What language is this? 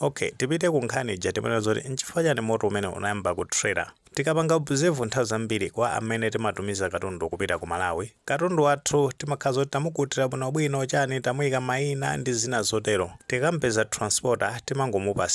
Nyanja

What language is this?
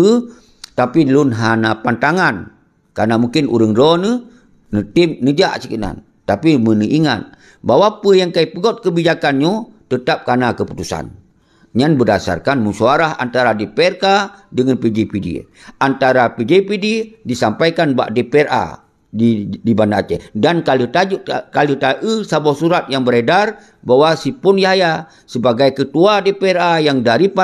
Achinese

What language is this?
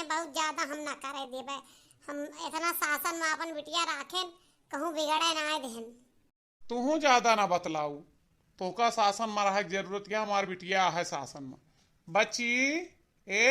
Awadhi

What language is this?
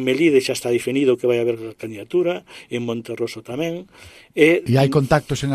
Galician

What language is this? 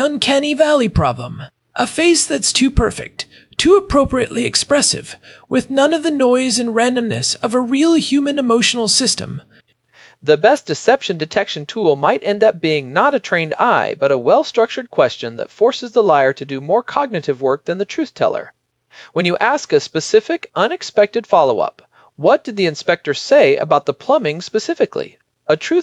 English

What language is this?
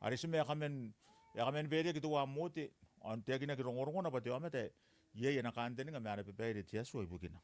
Gilbertese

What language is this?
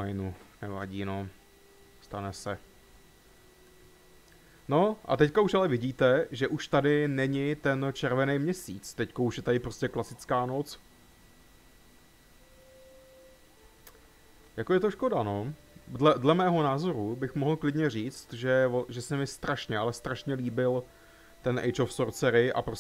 Czech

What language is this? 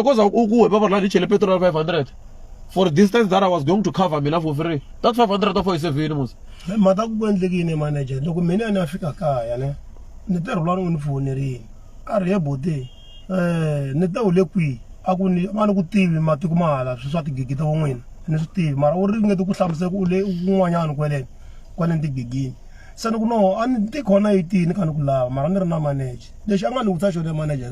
Tsonga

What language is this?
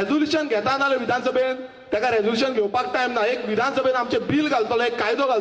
Konkani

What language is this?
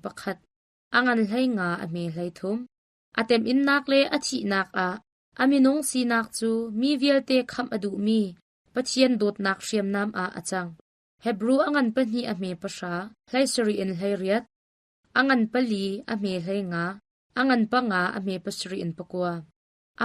Hakha Chin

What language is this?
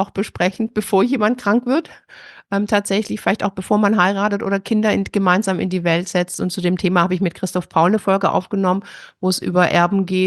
German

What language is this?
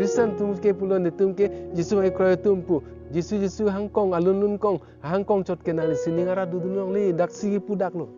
Karbi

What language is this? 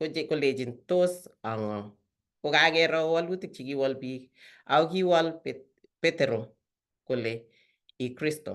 Kalenjin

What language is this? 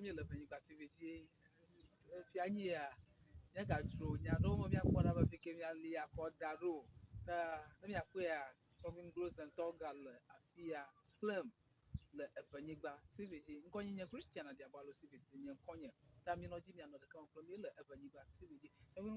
Ewe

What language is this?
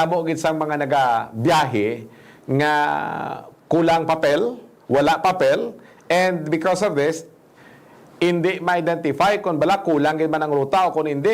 Hiligaynon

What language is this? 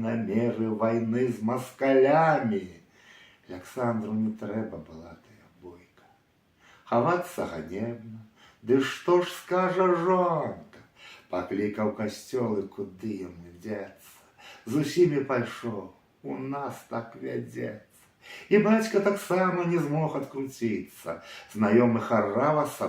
Belarusian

